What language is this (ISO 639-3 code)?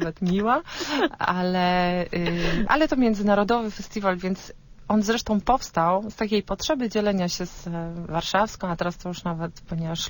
pol